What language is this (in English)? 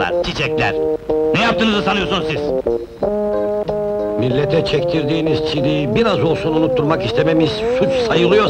Turkish